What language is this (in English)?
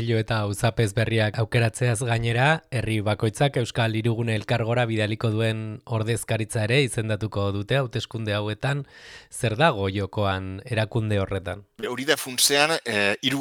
Basque